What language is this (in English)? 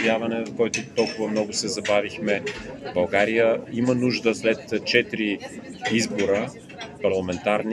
Bulgarian